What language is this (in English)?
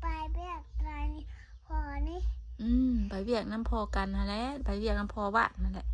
Northeastern Thai